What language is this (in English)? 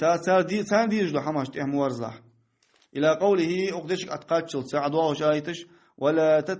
Ingush